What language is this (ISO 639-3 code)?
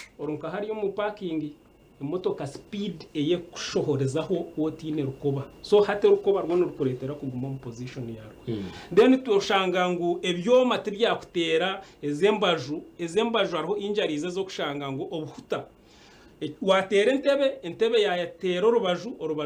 nyn